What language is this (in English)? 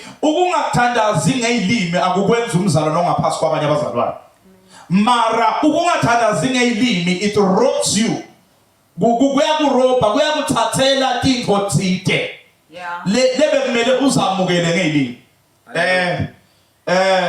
Zulu